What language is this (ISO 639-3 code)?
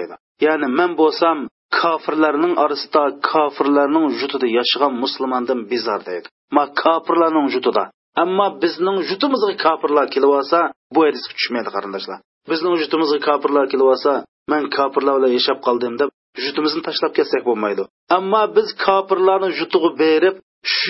uig